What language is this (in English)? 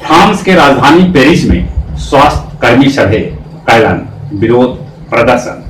Magahi